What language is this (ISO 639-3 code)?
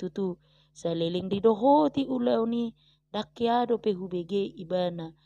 bbc